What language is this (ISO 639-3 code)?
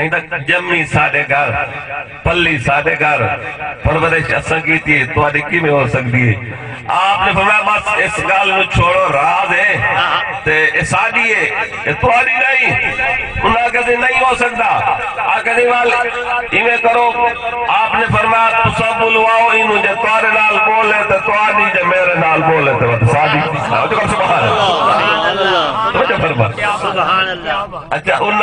skr